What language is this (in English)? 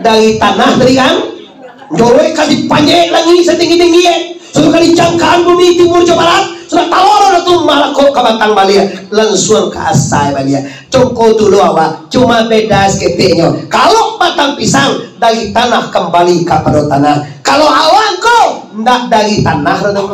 Minangkabau